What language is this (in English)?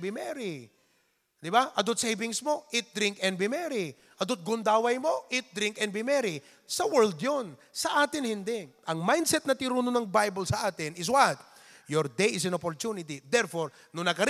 Iloko